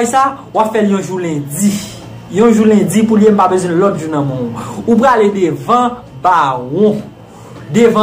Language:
Haitian Creole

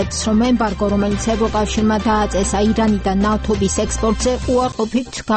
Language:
Georgian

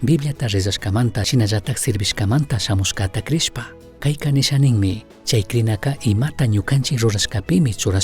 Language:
Chimborazo Highland Quichua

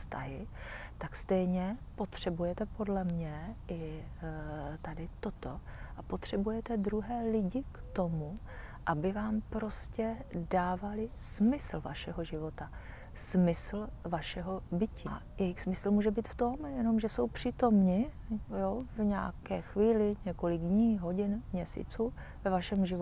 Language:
Czech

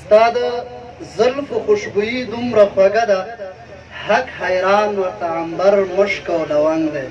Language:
Pashto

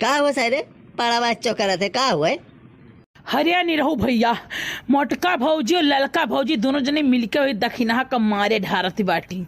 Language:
Awadhi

